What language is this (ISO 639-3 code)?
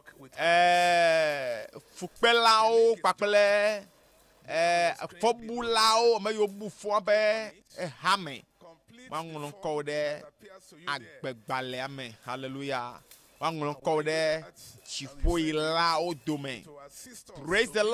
ewe